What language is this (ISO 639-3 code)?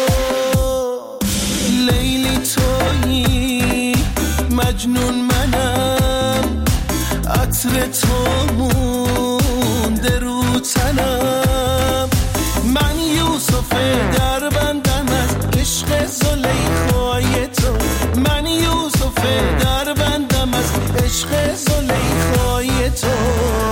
fas